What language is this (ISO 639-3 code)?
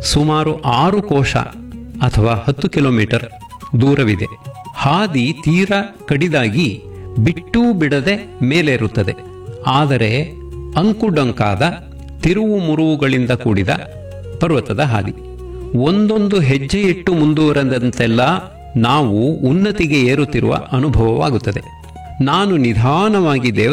kan